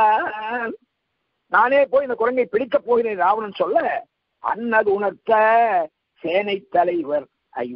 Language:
Tamil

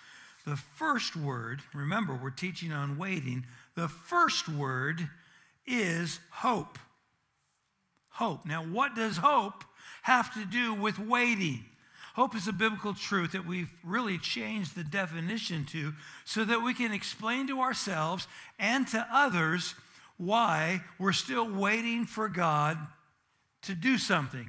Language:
English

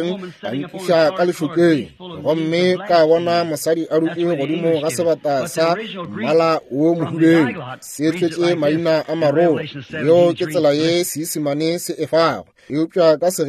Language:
Northern Sotho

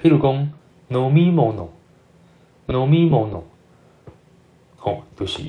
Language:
Min Nan Chinese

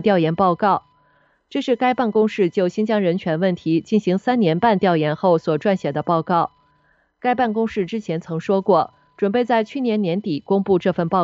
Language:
Chinese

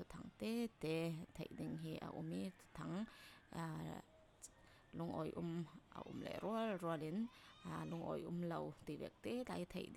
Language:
Falam Chin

